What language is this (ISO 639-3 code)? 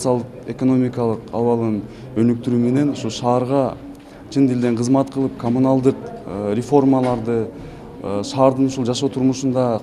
kir